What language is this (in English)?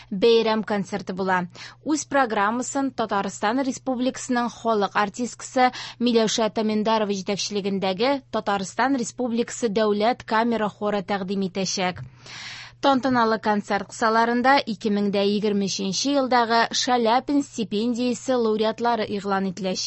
Tatar